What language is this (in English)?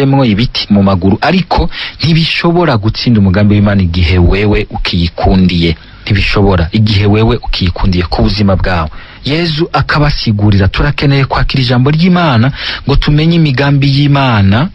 Rundi